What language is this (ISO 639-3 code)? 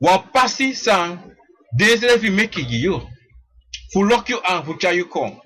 srn